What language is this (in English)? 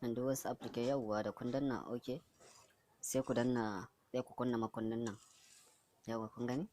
Hausa